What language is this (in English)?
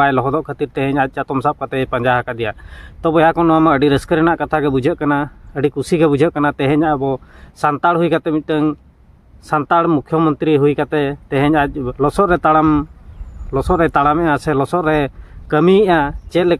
Santali